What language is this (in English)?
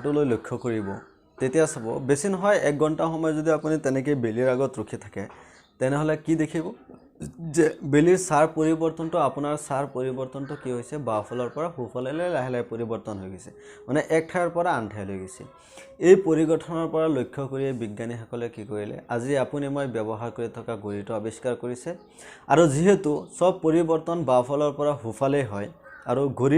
Assamese